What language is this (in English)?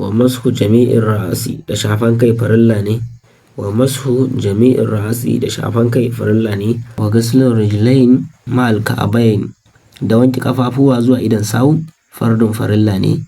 Hausa